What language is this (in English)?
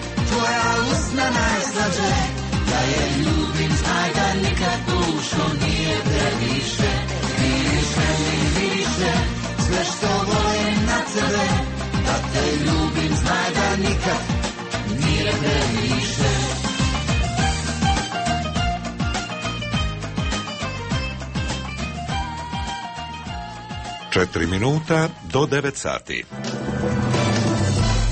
Croatian